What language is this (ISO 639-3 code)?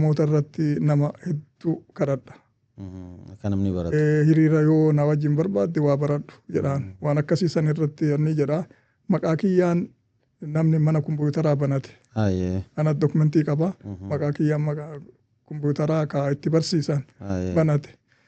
orm